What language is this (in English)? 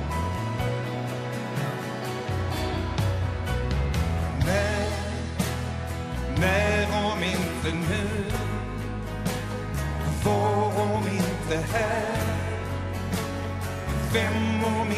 Swedish